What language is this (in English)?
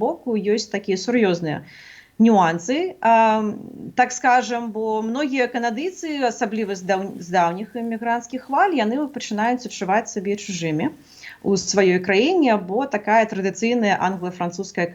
Belarusian